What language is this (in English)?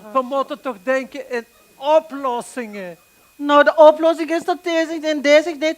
Limburgish